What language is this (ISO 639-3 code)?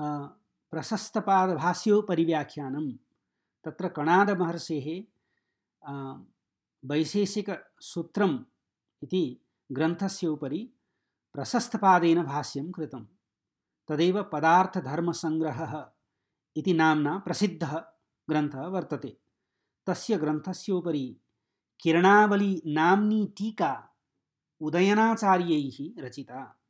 san